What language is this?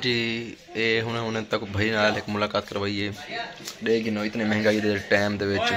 Saraiki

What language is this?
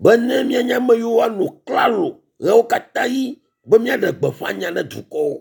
Ewe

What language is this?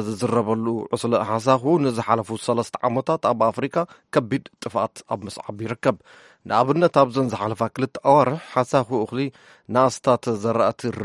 Tigrinya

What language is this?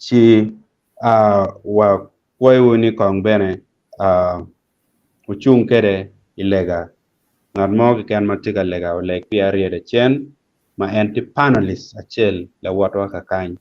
Acoli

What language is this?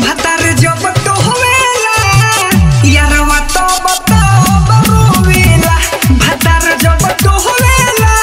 Bhojpuri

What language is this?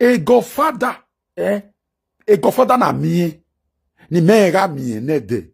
Nigerian Pidgin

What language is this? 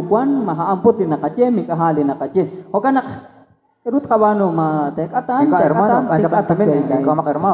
Kekchí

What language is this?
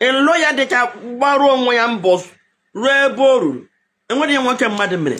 Igbo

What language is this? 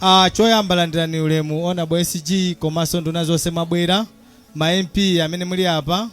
Nyanja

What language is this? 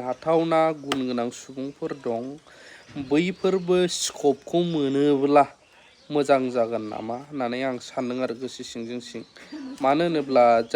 Bodo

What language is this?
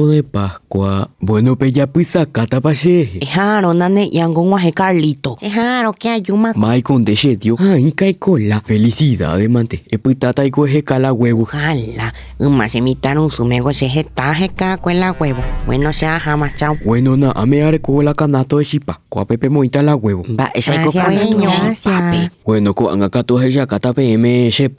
Guarani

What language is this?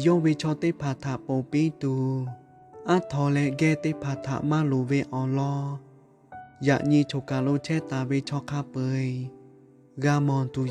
Lahu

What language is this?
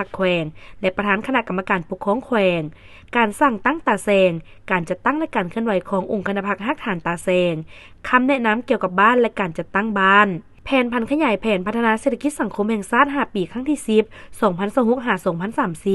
Lao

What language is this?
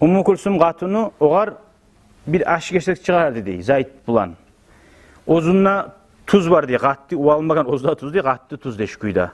Kumyk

